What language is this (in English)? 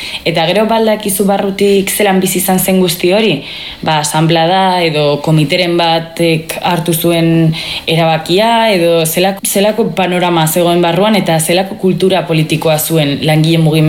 Basque